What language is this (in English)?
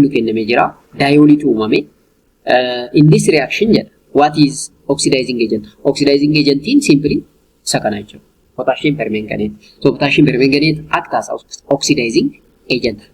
Oromo